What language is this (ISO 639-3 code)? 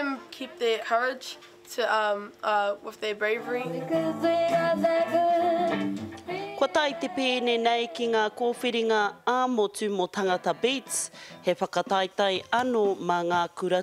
mri